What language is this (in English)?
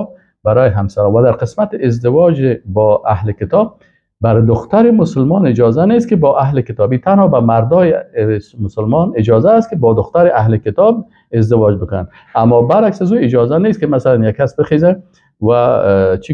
Persian